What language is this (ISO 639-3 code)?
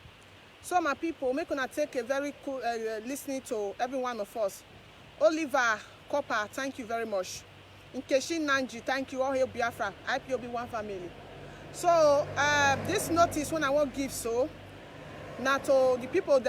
pcm